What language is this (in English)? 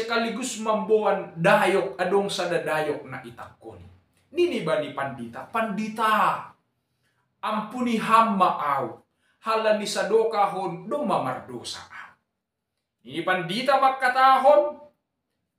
Batak Simalungun